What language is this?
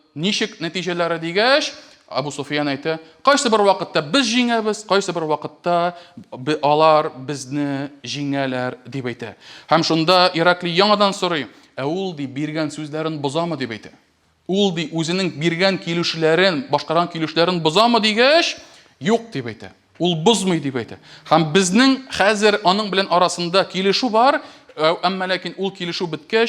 Tatar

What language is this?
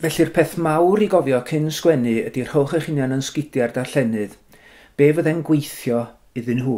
Welsh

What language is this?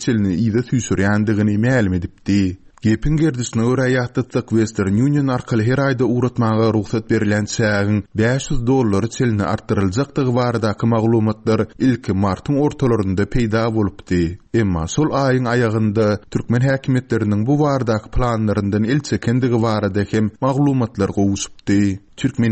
Turkmen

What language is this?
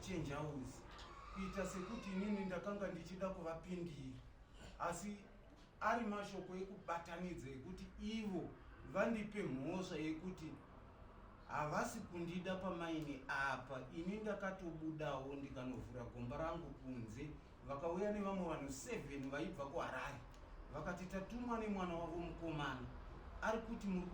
Shona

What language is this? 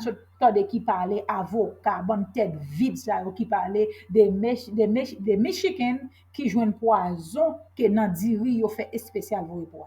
Haitian Creole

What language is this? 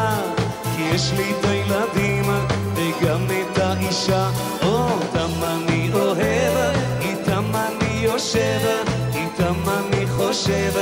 Hebrew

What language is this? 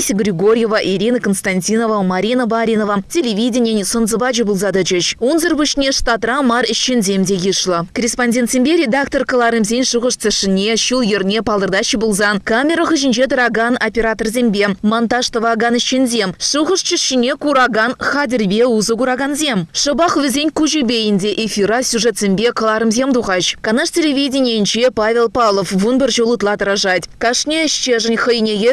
Chuvash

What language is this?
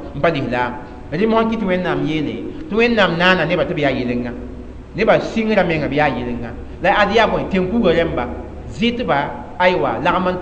Mossi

